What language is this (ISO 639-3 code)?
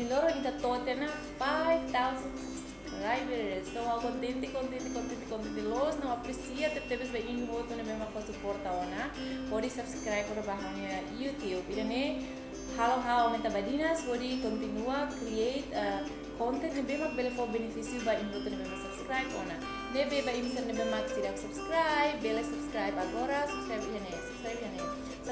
tet